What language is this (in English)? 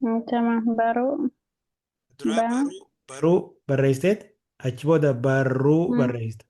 Oromo